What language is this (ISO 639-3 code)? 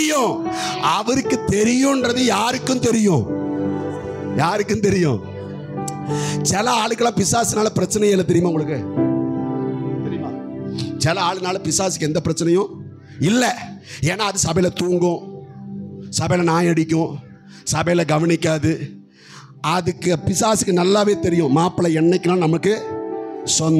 tam